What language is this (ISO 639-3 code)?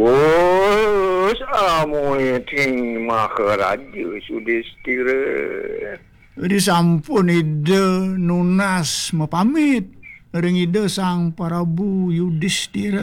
ban